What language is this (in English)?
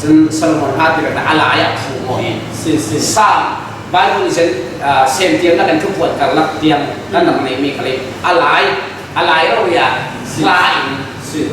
Falam Chin